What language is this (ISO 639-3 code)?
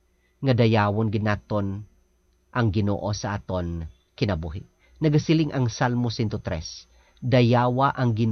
hil